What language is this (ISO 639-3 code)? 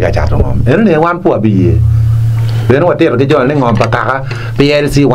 ach